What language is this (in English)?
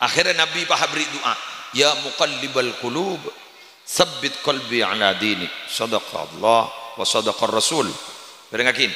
Madurese